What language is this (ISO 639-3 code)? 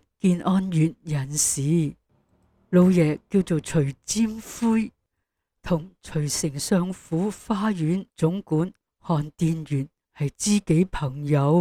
yue